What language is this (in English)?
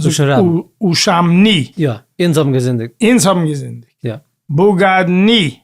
Yiddish